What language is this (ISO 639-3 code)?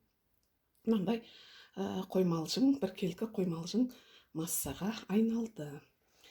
kaz